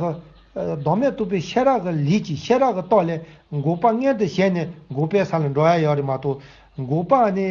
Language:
Tibetan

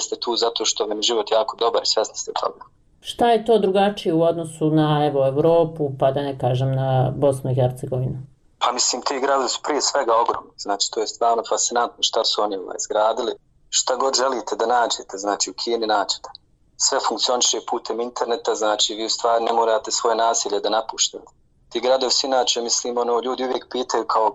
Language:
Bosnian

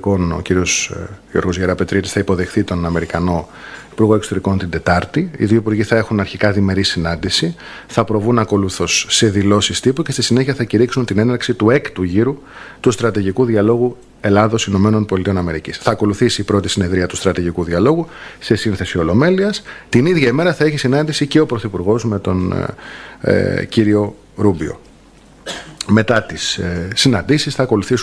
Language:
Greek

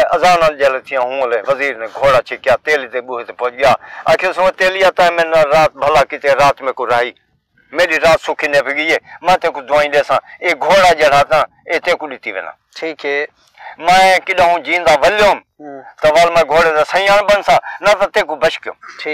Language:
Saraiki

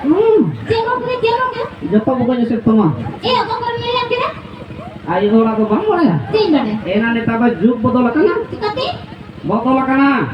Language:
Santali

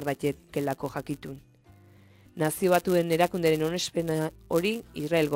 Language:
Basque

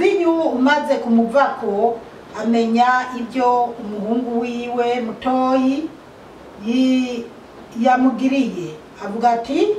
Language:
Rundi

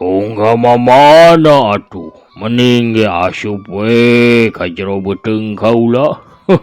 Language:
Sundanese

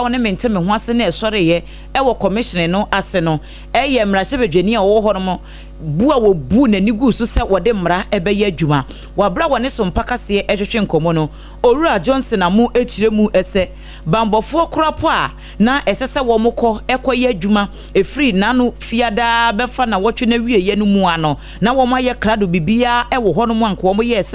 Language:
Akan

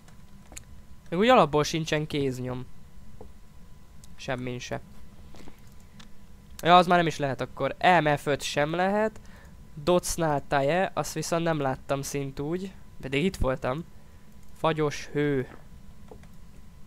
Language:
Hungarian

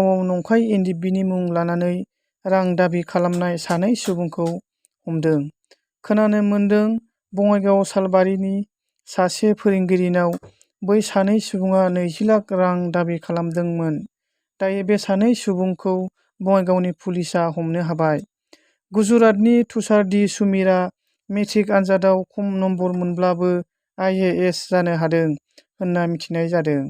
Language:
Bodo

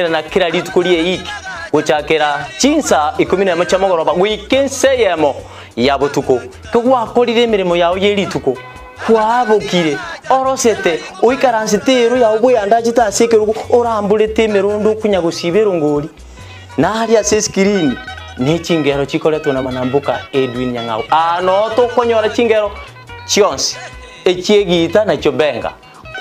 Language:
Gusii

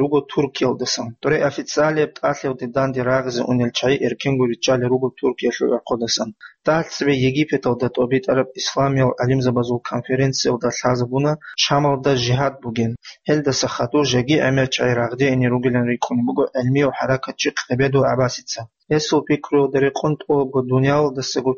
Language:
Avaric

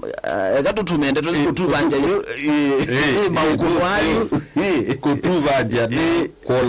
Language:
Kamba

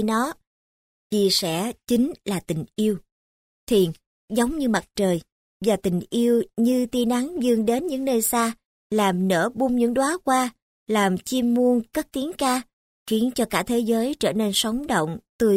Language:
Vietnamese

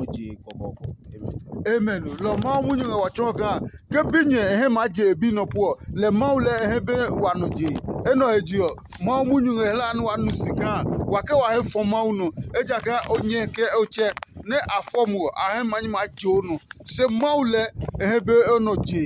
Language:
Adangme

